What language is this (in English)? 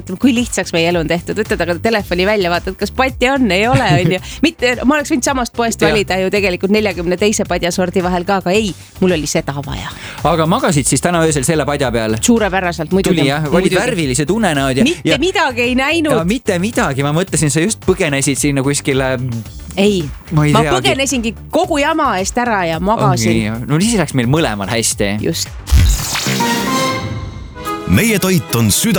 Estonian